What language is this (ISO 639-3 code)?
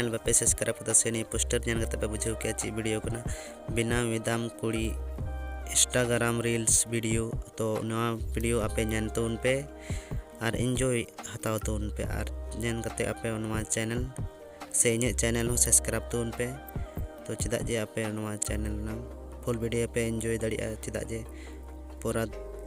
sat